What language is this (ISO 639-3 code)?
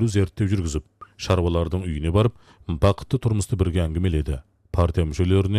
kaz